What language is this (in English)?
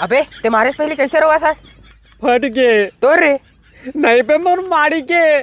Chhattisgarhi